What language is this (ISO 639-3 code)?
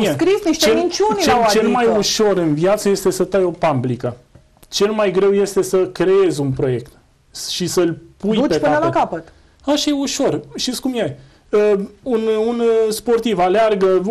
ron